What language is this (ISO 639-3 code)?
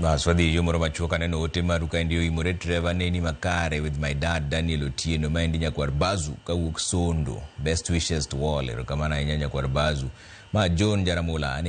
luo